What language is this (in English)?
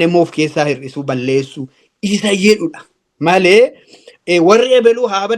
Oromo